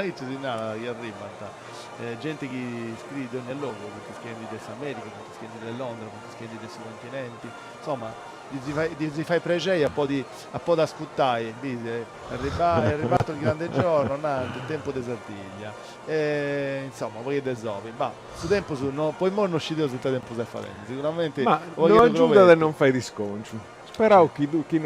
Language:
Sardinian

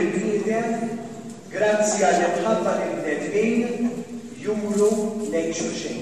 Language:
Maltese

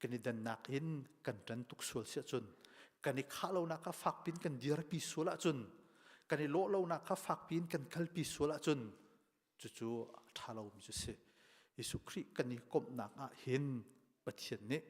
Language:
Hakha Chin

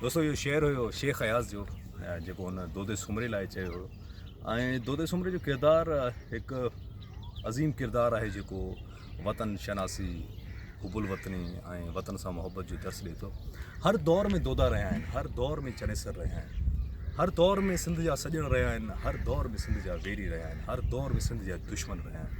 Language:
Sindhi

